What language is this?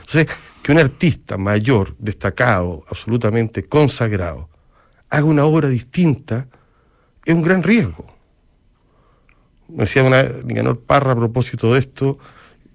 Spanish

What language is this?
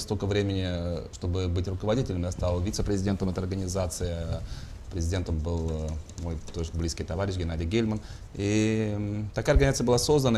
Russian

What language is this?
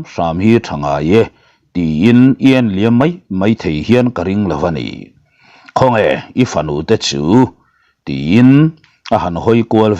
Mizo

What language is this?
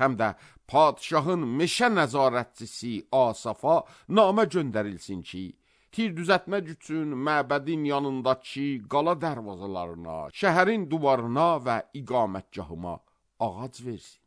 Azerbaijani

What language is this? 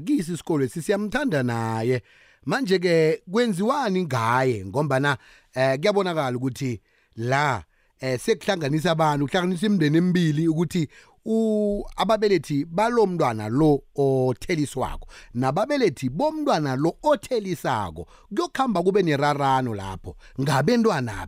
South Ndebele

